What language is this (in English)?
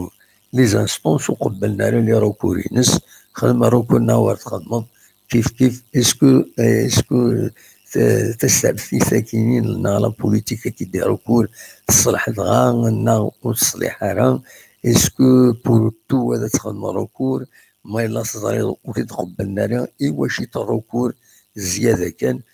Kabyle